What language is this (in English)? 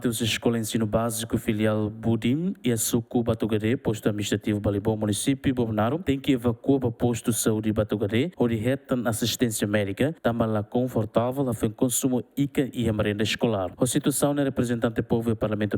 Tetum